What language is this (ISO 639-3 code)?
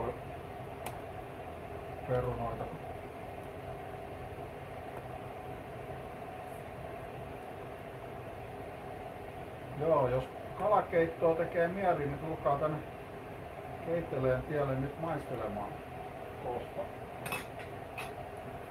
fin